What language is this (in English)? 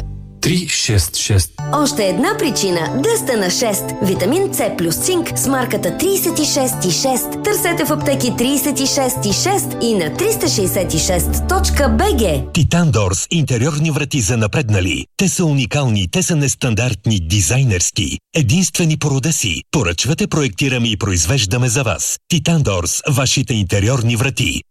Bulgarian